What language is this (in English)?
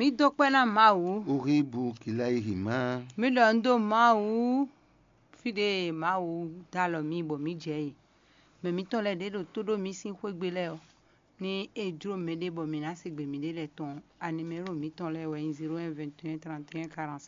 Fon